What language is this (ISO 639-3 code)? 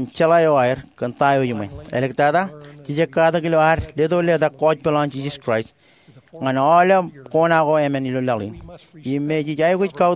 mah